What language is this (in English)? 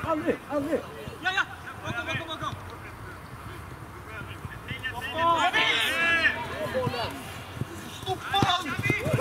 Swedish